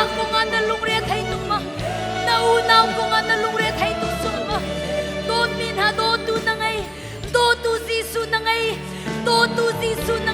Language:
Hakha Chin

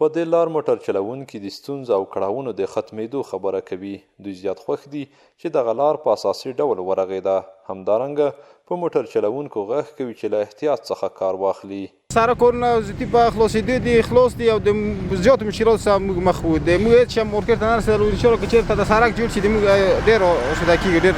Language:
Pashto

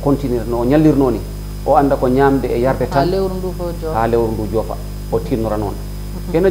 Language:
Fula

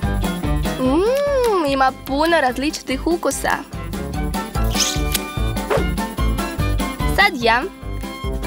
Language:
Serbian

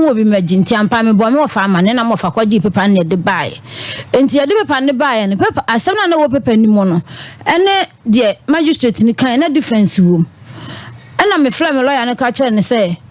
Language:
Akan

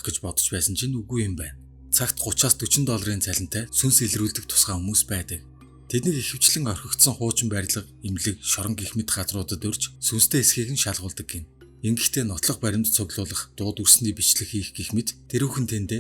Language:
Mongolian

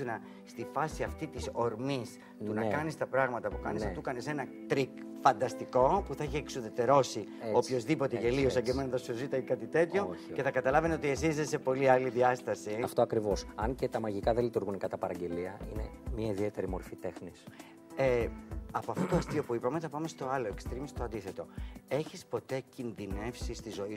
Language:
Greek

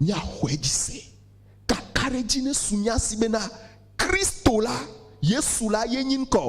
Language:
Ewe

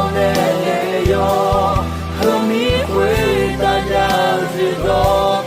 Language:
Akha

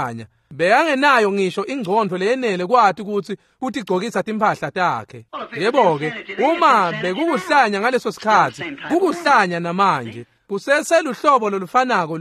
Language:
Swati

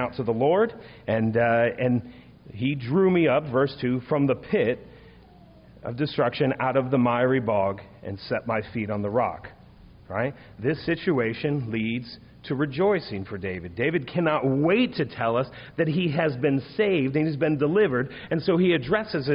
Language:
English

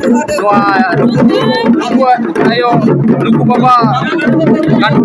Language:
Santali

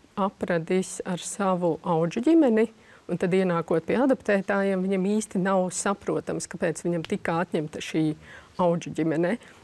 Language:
Latvian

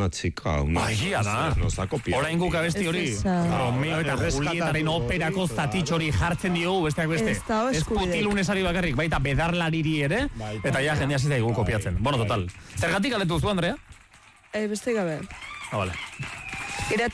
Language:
Basque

